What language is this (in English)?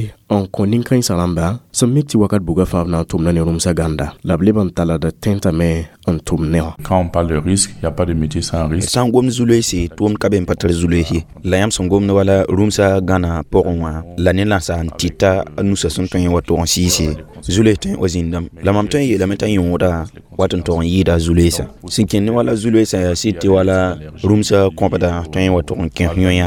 Mossi